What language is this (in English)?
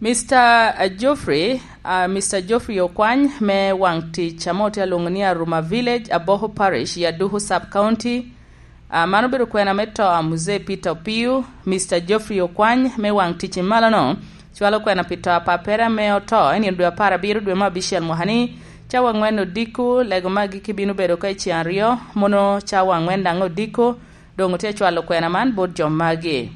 Lango (Uganda)